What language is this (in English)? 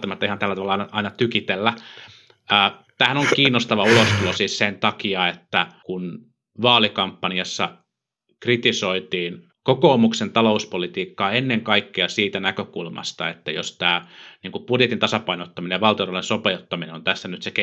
Finnish